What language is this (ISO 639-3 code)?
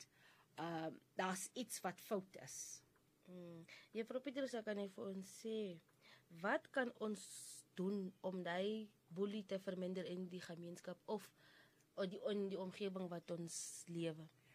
afr